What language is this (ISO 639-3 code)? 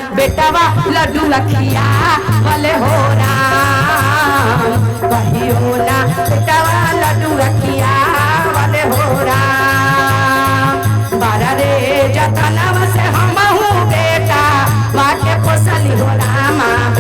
mag